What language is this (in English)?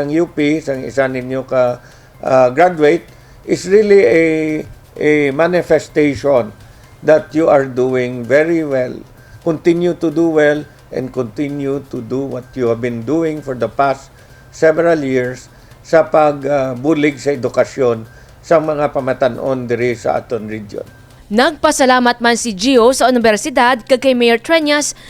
Hiligaynon